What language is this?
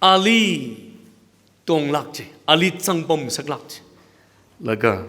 Tangkhul Naga (India)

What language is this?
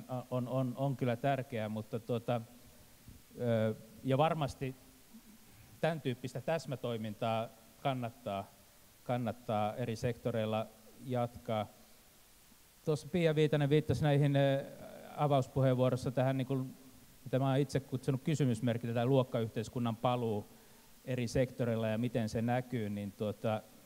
Finnish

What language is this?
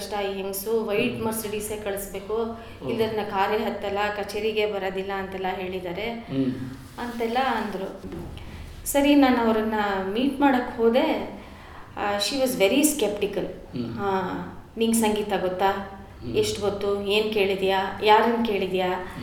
Kannada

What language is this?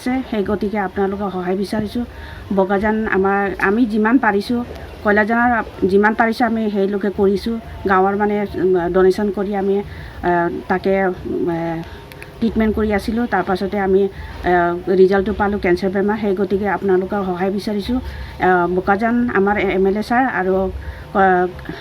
Assamese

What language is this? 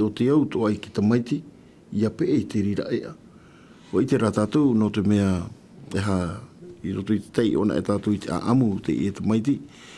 Tahitian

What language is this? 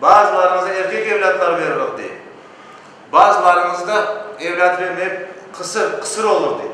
Crimean Tatar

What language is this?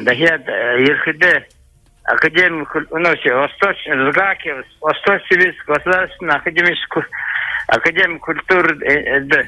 Buriat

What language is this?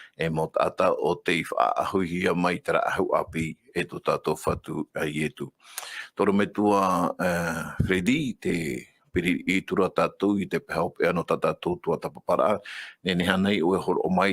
Tahitian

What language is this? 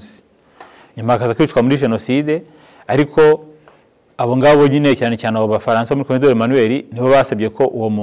Kinyarwanda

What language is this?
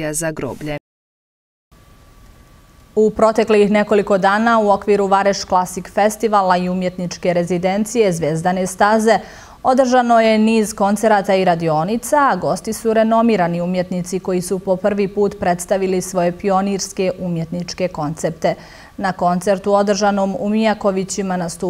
Bosnian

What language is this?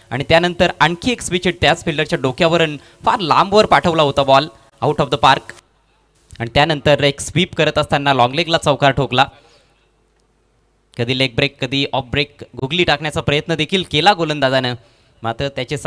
Marathi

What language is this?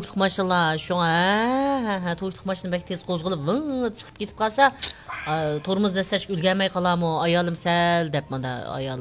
Uyghur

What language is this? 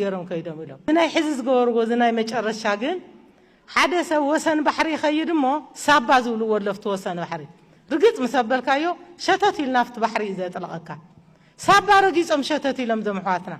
Tigrinya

